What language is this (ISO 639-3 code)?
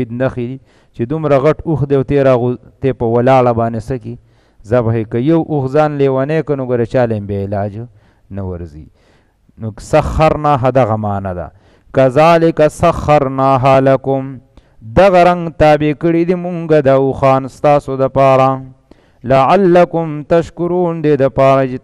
pus